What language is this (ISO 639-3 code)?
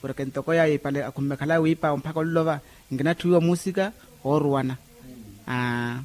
vmw